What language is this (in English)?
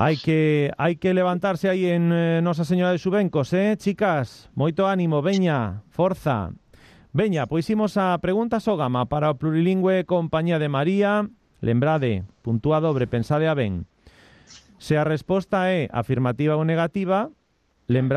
Galician